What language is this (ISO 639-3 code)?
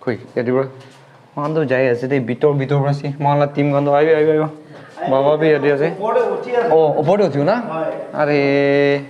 nag